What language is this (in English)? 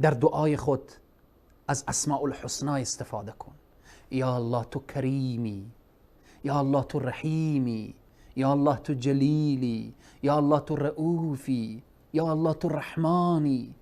Persian